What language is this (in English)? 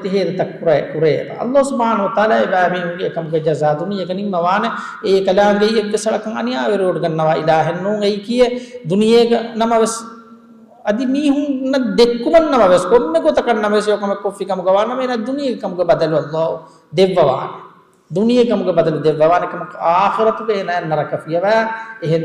Divehi